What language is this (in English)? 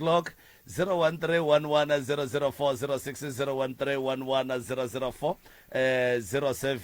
Northern Sotho